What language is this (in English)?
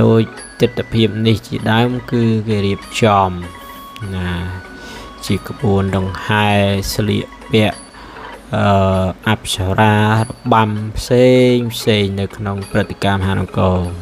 Khmer